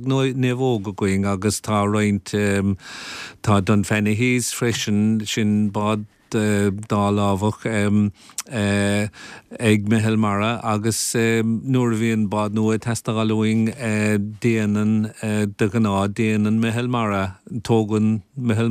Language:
Irish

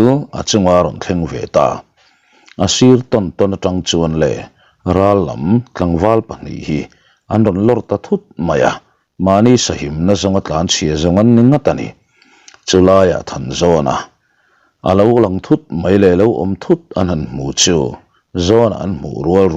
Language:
Mizo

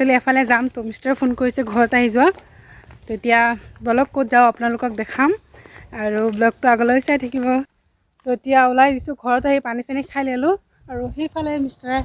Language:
Assamese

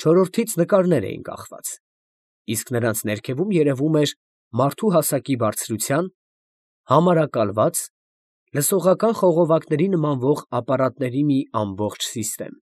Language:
Armenian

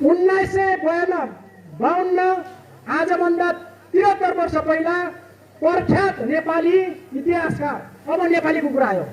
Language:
Nepali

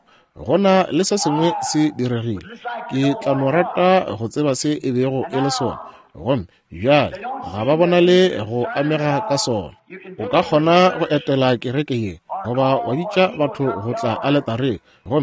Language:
Northern Sotho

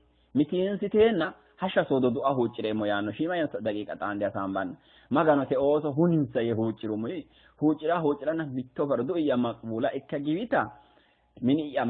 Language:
Sidamo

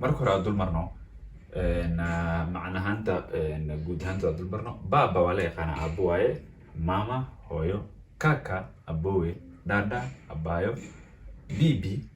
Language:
Somali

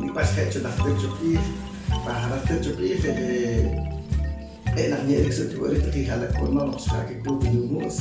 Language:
Poqomchi'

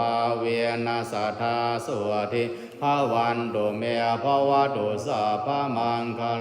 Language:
Pali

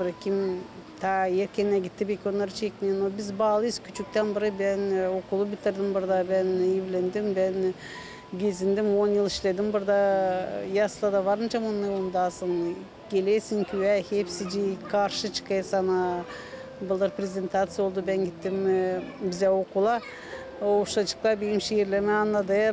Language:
Gagauz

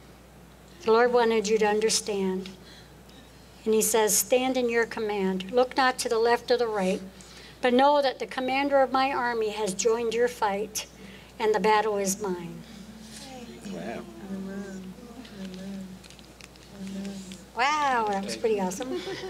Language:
English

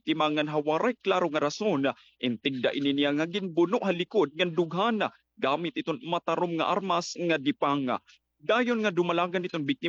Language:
Waray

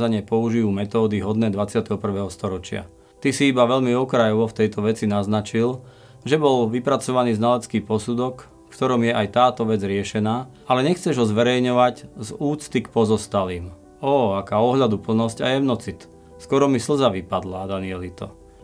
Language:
Slovak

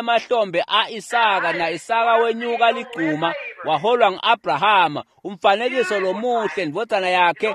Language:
Swati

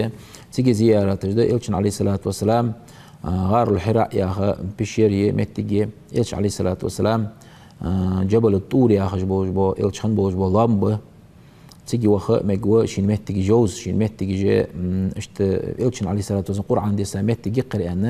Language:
Ingush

